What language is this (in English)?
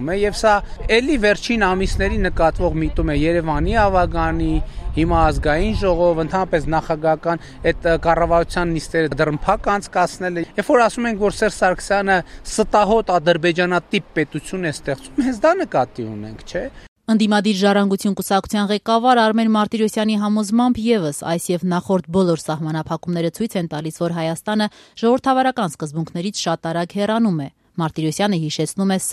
Armenian